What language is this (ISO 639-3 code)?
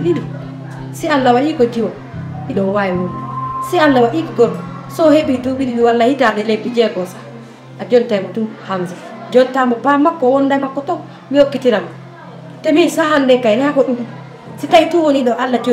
ful